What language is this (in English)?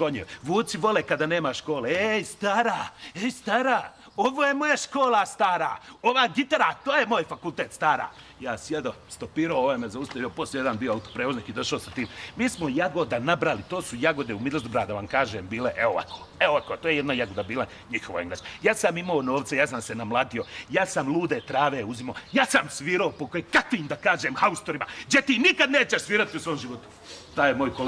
Bosnian